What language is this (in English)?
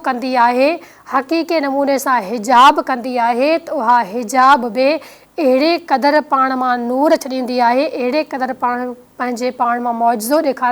Sindhi